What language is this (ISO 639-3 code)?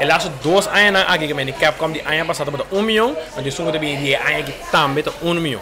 pap